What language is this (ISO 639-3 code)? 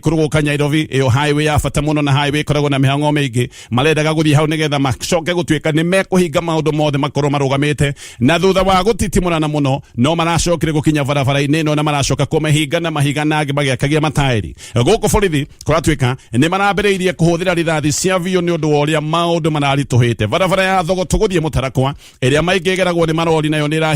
kik